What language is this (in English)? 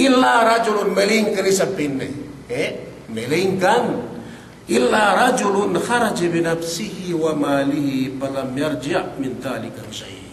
Yakan